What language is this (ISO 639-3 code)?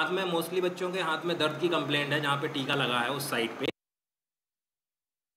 hin